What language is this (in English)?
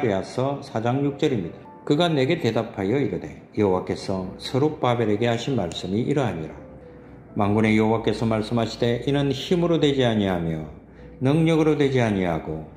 Korean